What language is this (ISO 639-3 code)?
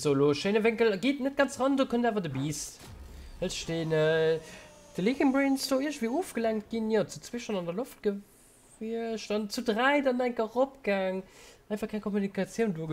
ltz